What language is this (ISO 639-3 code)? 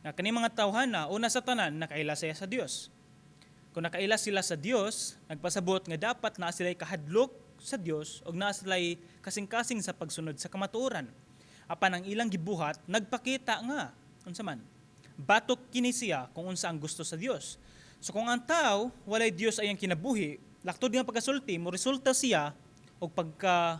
ceb